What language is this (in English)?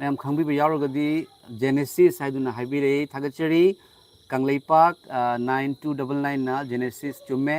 Manipuri